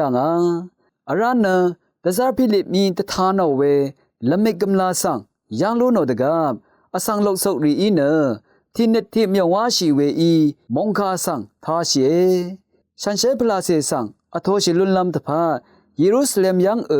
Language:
Rawang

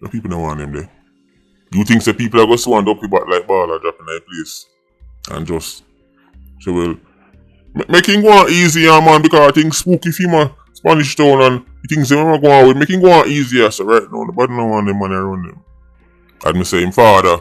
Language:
Jamaican Creole English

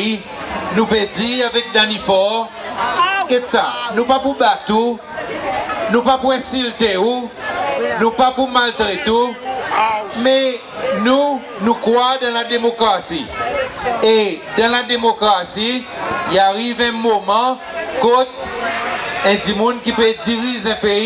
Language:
Seselwa Creole French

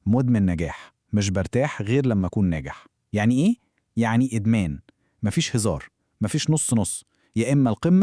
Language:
Egyptian Arabic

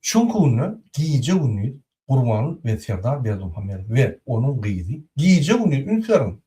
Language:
Turkmen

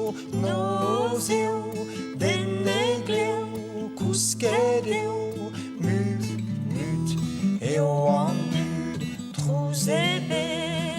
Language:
Breton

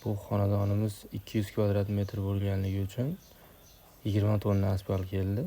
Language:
Uzbek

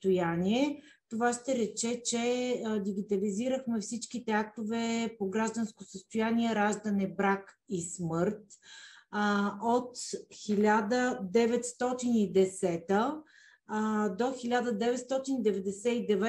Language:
Bulgarian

